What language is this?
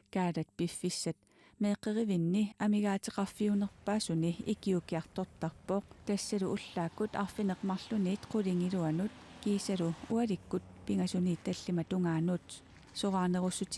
Kalaallisut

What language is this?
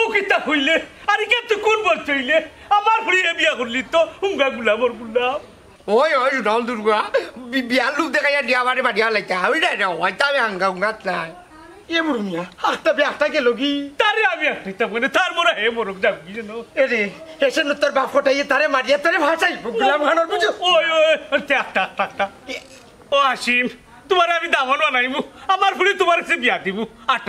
Sylheti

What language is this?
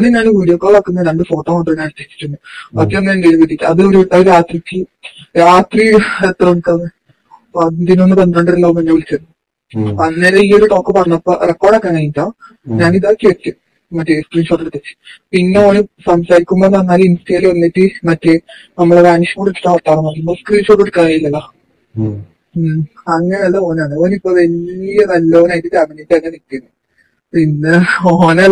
Malayalam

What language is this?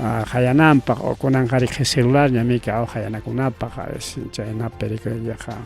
Ayacucho Quechua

